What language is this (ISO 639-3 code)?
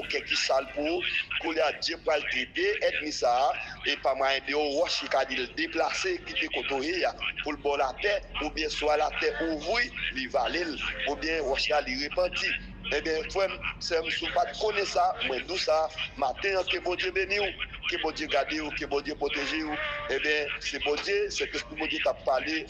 hat